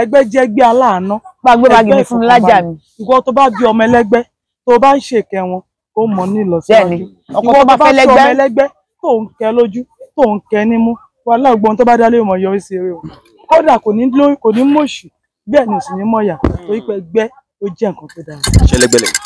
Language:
Yoruba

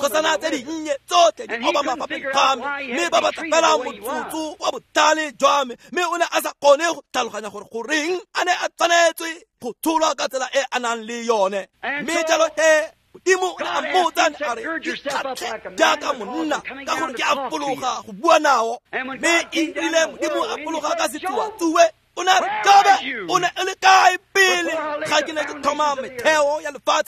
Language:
Tswana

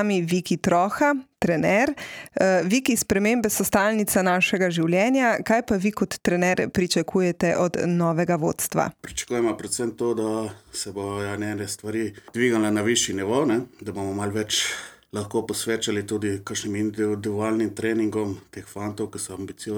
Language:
Slovenian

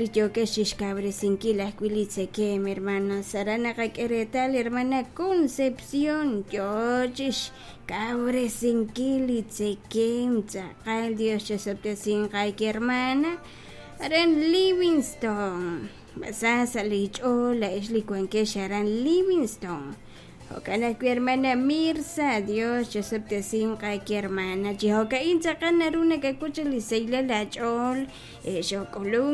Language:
Kekchí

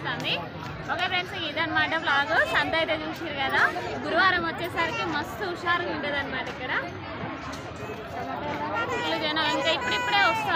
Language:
Telugu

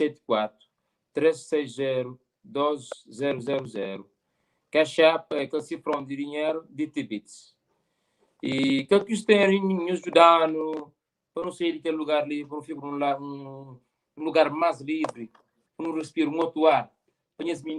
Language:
Kabuverdianu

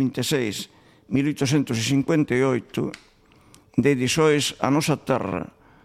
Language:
Galician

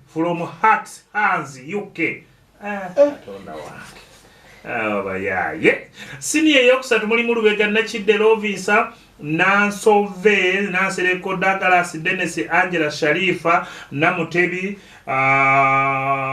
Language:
Ganda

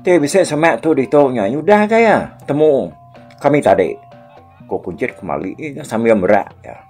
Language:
Iban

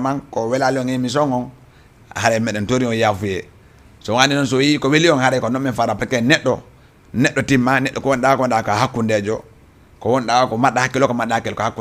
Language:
Fula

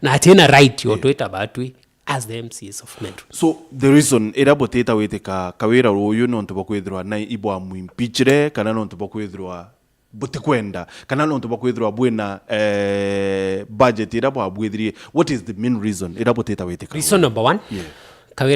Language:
Meru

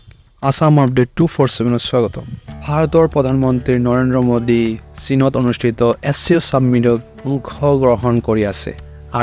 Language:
Assamese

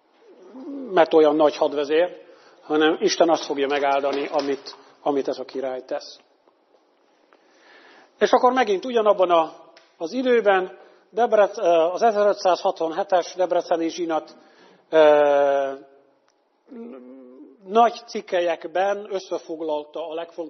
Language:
Hungarian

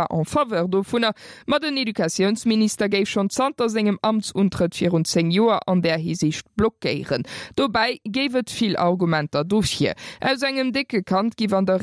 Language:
Luxembourgish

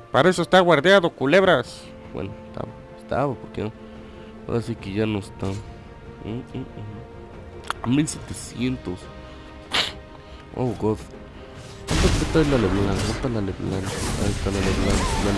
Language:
Spanish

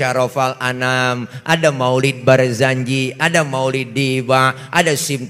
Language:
Betawi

